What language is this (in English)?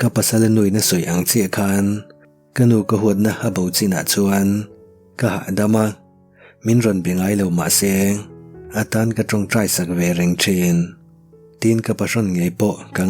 Mizo